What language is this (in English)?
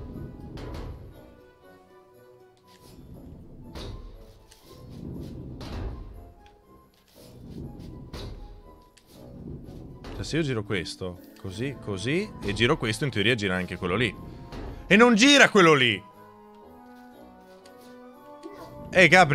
Italian